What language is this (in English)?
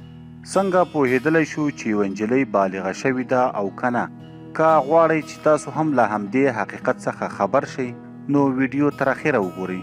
Pashto